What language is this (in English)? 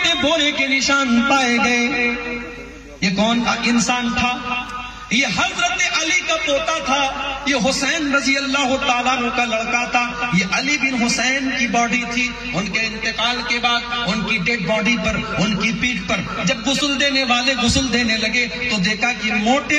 Urdu